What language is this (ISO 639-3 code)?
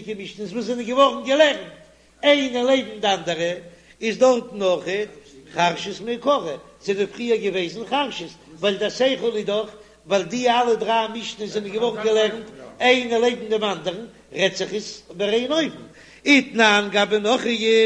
yid